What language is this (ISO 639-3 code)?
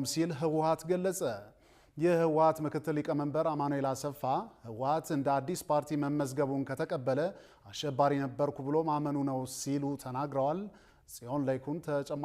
amh